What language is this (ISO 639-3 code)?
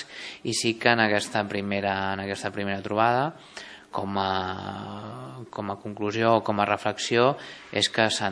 cat